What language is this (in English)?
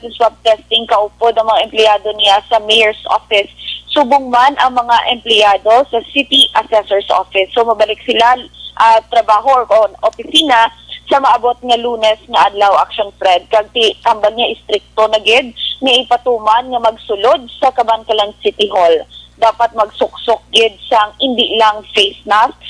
Hiligaynon